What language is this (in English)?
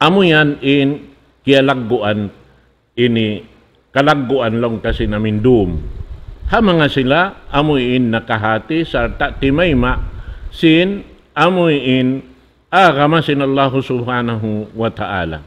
Tausug